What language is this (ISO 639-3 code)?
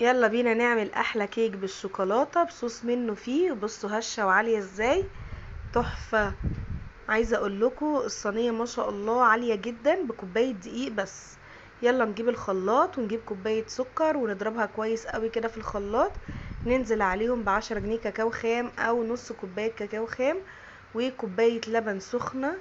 arz